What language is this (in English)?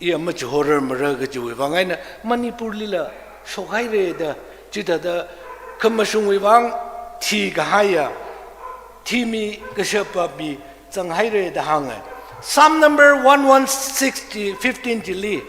Tangkhul Naga (India)